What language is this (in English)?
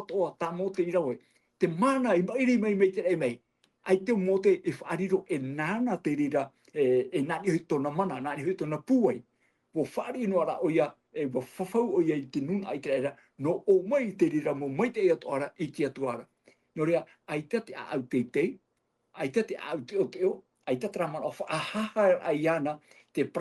Tahitian